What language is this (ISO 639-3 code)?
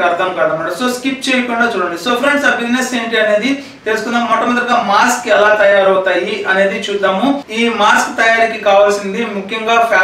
tel